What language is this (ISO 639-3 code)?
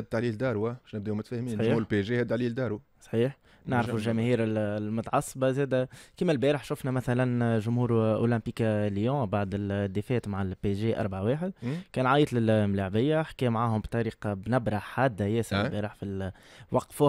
aeb